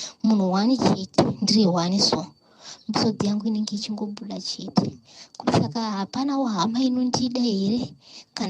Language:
Shona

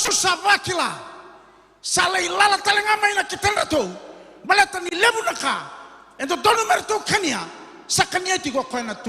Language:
Fijian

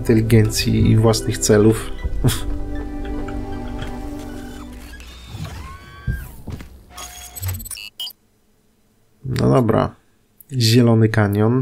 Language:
Polish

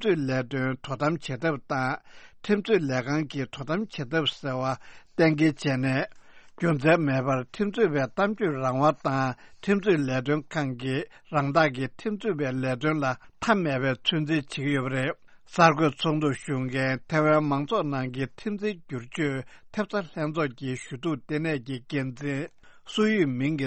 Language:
Tibetan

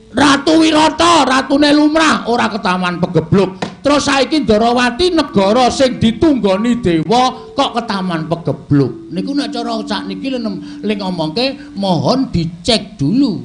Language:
Javanese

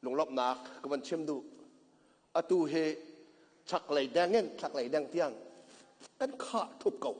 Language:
Hakha Chin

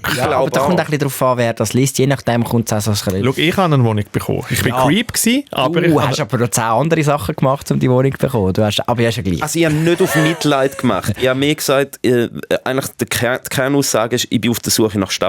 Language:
Swiss German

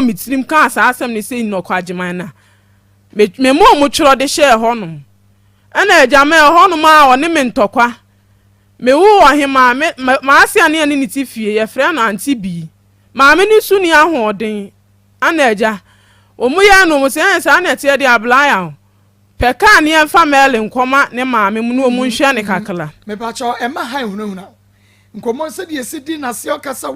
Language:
Akan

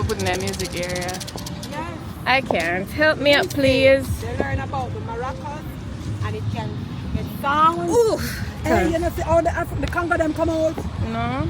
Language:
Jamaican Creole English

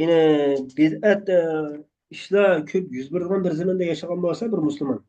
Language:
Uyghur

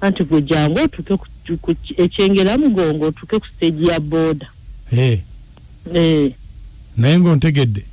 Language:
Ganda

